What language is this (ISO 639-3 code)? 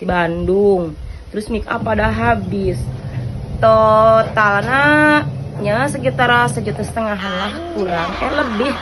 sun